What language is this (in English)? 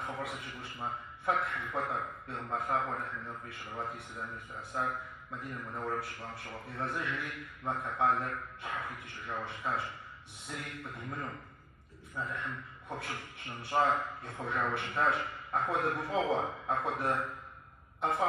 Kabardian